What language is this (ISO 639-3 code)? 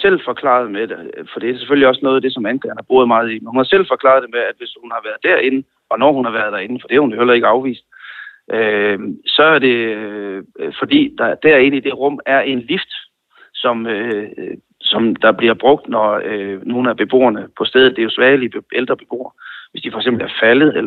dan